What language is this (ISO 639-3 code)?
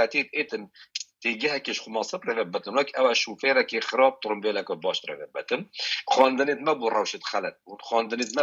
kur